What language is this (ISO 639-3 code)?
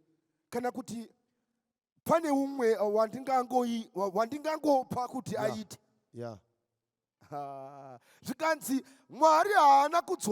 sna